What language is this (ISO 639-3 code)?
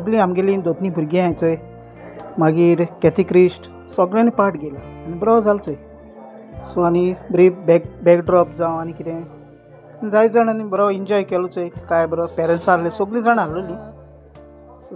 kok